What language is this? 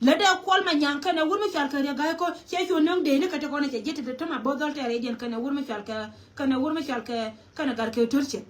Nuer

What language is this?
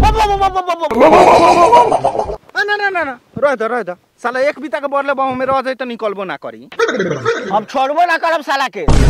Bhojpuri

